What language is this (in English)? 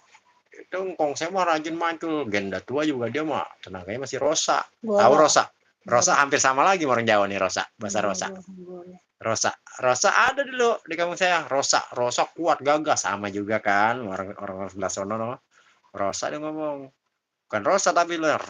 Betawi